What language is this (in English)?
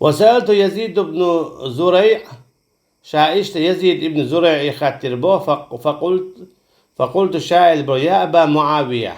Chechen